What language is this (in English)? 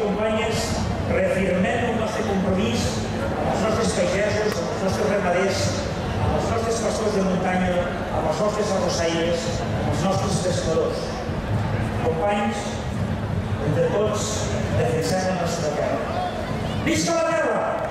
Catalan